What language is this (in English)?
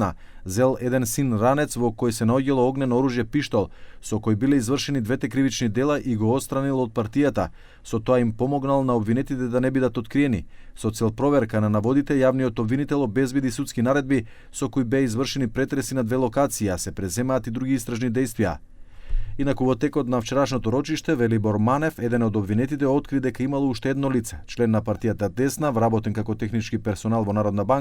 Macedonian